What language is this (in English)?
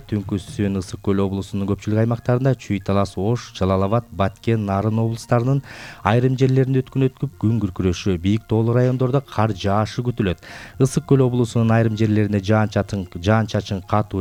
Kyrgyz